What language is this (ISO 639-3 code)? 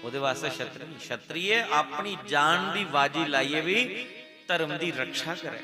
doi